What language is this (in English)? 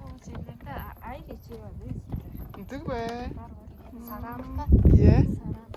Tuvinian